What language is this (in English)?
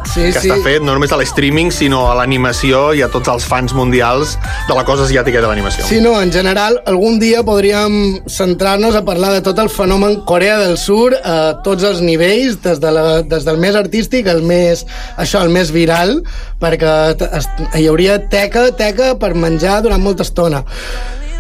Catalan